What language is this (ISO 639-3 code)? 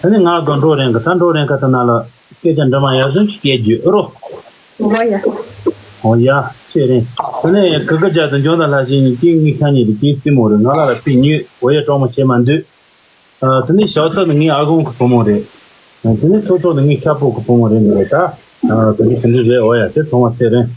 bod